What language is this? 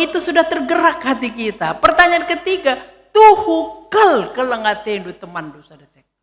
Batak Karo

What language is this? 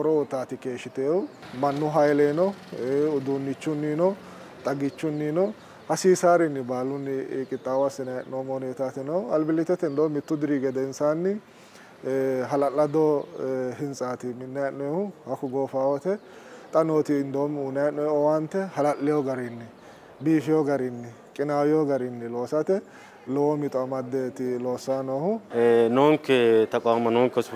Sidamo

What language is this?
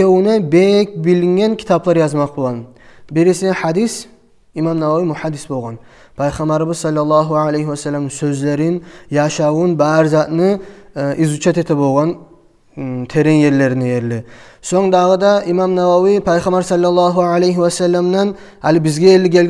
Kumyk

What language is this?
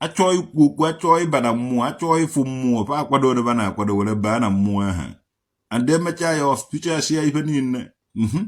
Igbo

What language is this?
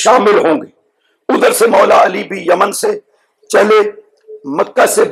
Urdu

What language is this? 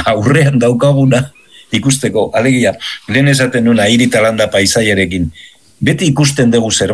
Basque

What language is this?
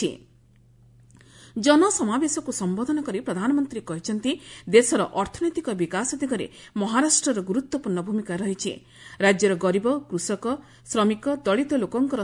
Odia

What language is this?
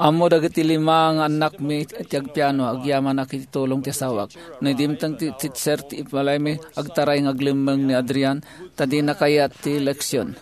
Iloko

